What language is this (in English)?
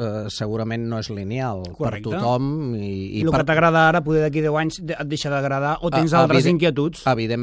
Catalan